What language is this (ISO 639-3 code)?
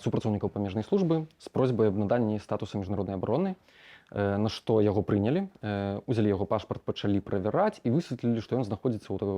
bel